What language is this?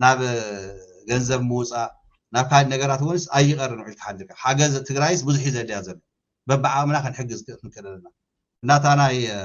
Tigrinya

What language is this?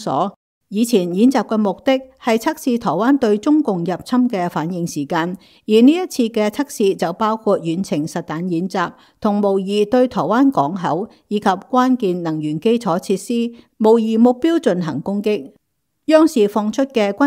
Cantonese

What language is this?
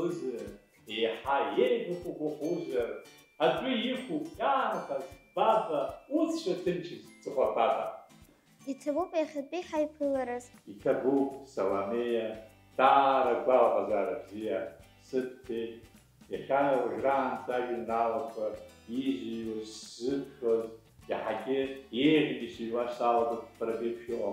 Abkhazian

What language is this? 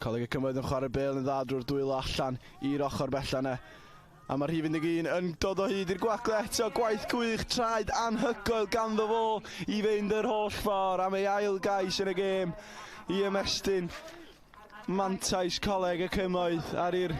Welsh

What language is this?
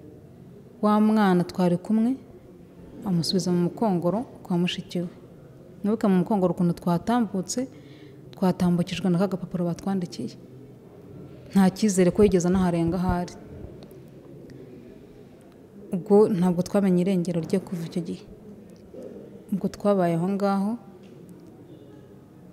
Kinyarwanda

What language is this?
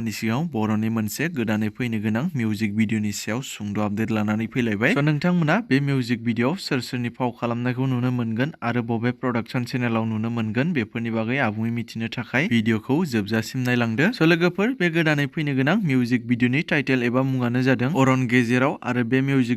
Bodo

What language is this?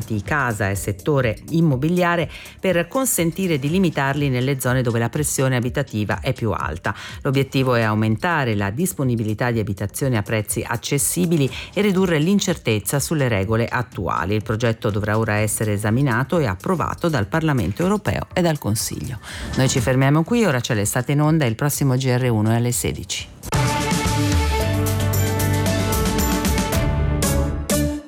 Italian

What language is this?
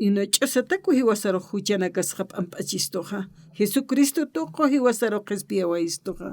Aymara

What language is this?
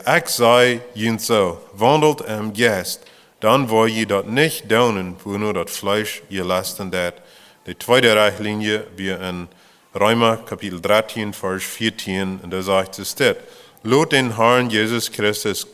Plautdietsch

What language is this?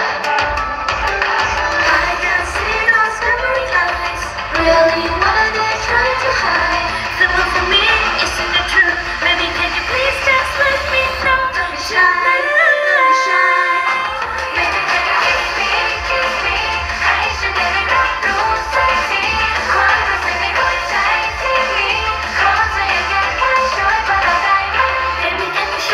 Thai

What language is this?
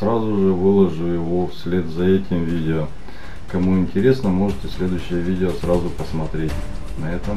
Russian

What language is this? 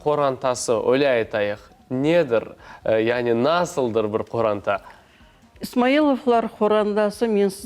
Crimean Tatar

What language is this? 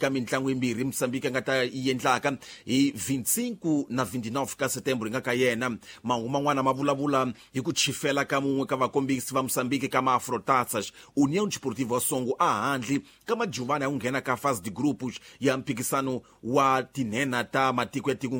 Tsonga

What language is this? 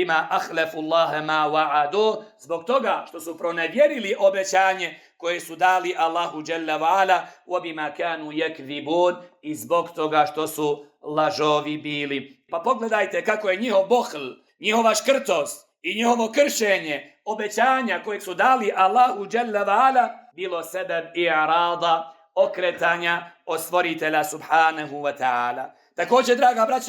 Bosnian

